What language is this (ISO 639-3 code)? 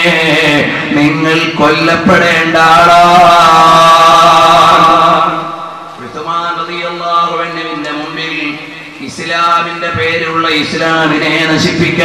mal